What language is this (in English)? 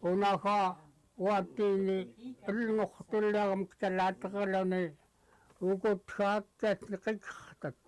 Central Yupik